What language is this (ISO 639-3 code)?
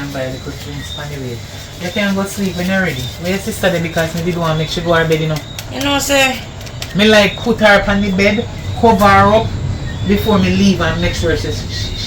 jam